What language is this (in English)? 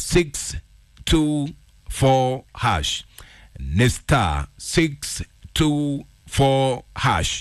Kikuyu